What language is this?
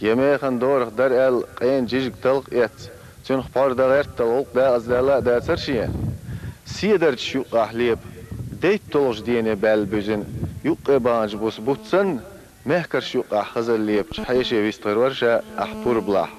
Chechen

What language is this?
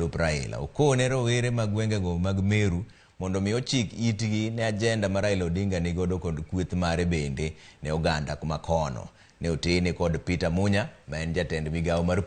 Luo (Kenya and Tanzania)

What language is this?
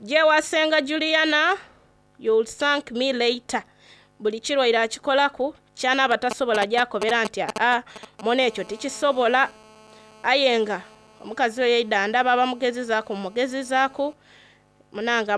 Soga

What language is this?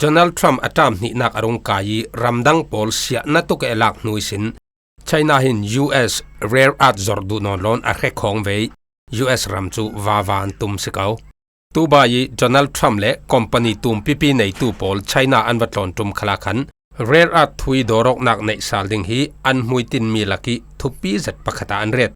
Falam Chin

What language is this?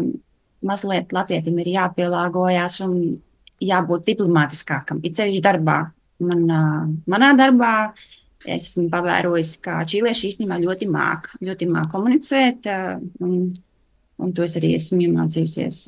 Latvian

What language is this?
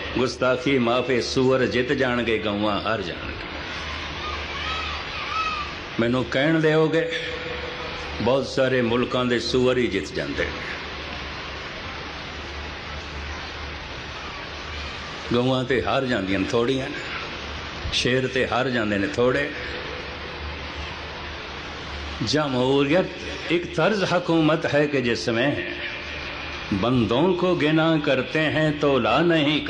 Punjabi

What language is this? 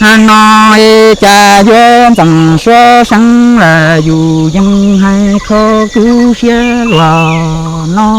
Hmong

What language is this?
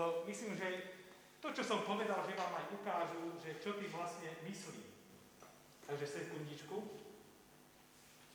Slovak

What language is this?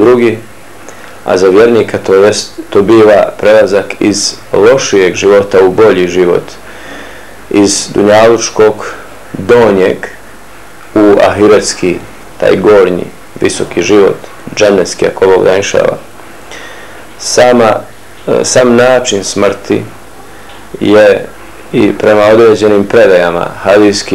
Bosnian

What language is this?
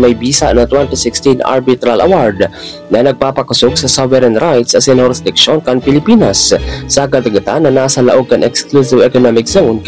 Bikol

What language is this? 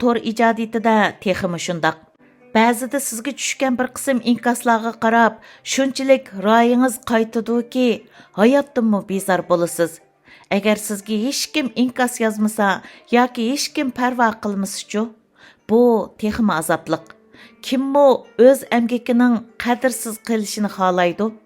Uyghur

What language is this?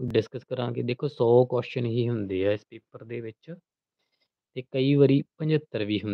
Punjabi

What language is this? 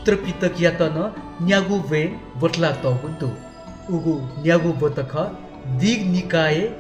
Newari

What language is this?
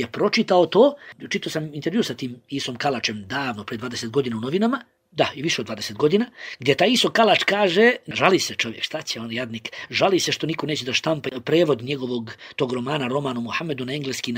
Bosnian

